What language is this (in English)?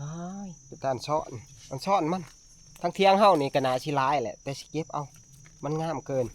Northeastern Thai